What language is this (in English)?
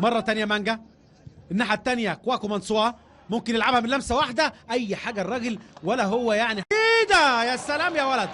Egyptian Arabic